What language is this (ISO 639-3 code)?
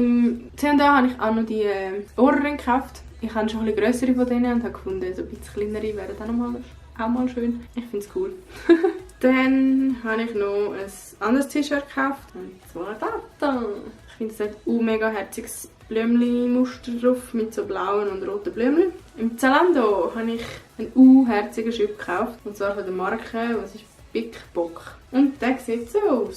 gsw